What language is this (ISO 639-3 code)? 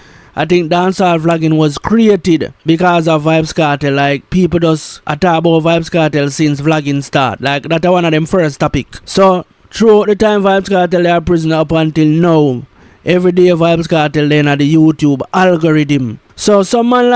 jam